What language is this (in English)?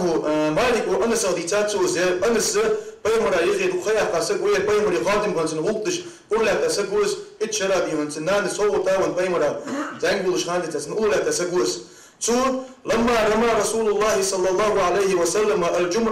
Ingush